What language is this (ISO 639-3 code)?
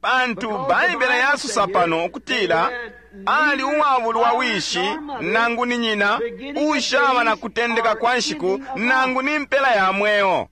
bem